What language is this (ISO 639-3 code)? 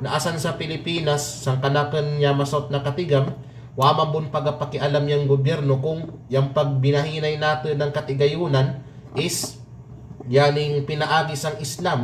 kqe